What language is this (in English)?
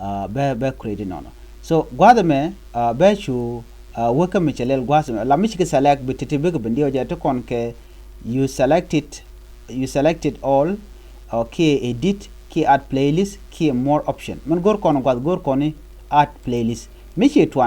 Nuer